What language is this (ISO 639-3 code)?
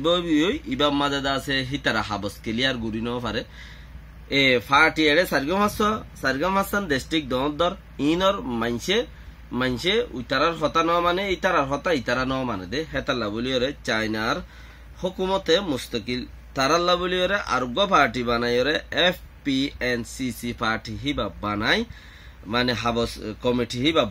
rhg